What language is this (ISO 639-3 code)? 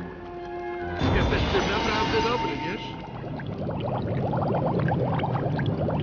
pol